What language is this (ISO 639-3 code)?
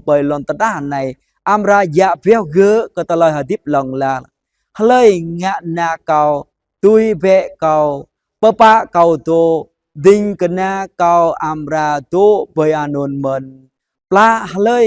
jra